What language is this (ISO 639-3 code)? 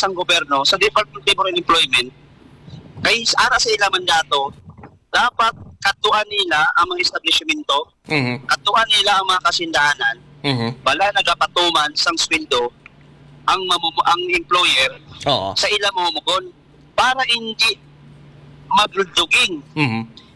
hil